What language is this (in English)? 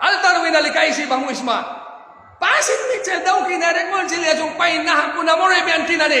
Mískito